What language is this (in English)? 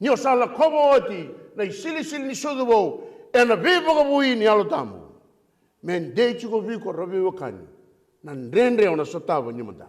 Fijian